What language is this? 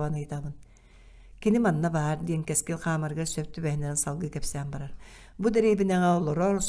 Yakut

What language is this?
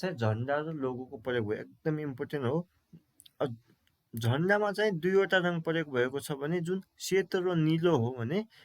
Nepali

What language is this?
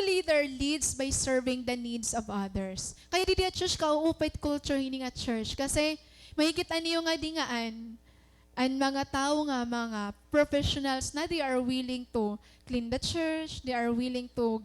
Waray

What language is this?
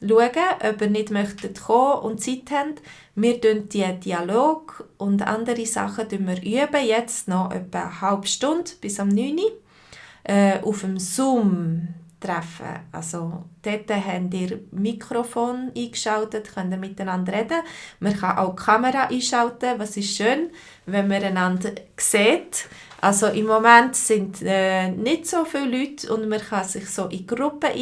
Swiss German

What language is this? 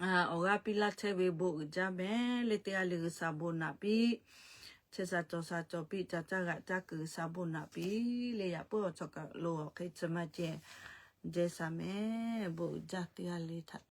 Lahu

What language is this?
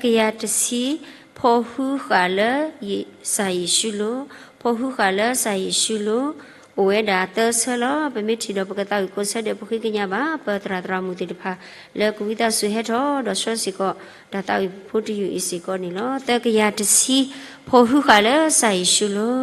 S'gaw Karen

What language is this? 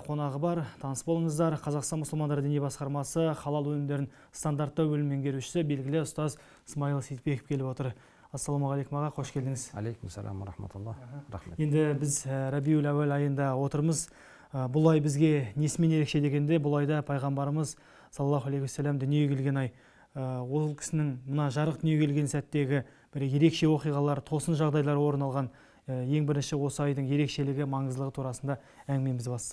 Kazakh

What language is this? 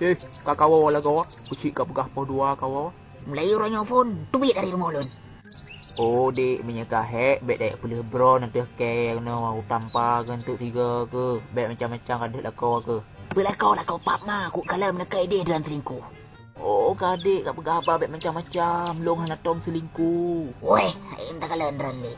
Achinese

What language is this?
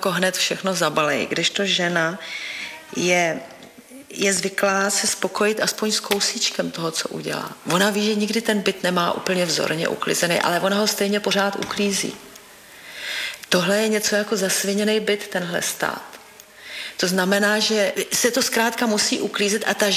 Czech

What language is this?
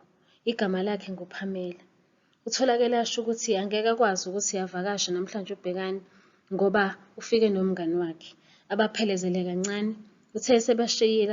Zulu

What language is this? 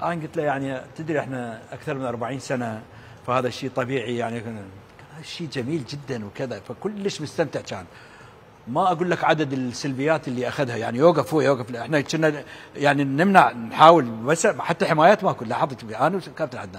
Mesopotamian Arabic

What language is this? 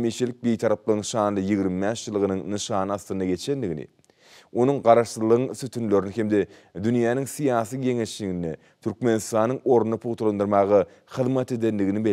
Turkmen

